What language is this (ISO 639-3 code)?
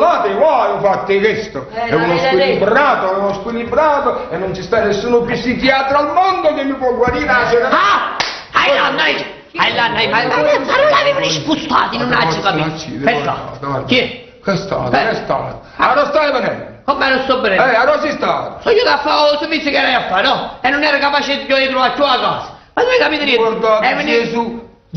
nap